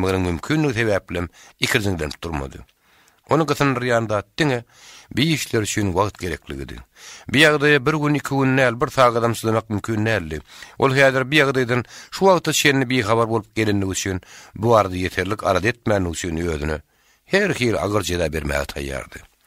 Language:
Turkmen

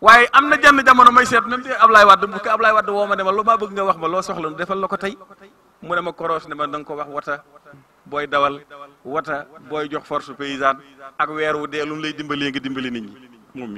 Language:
Wolof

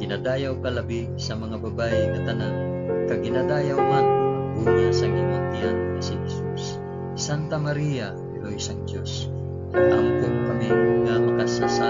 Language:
Hiligaynon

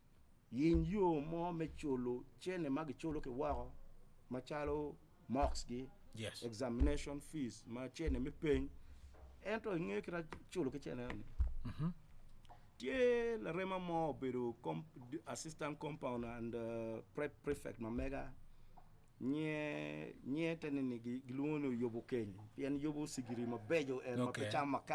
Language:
Acoli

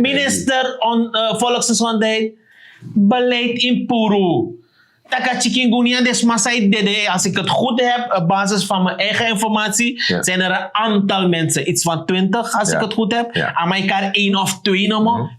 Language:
Sranan Tongo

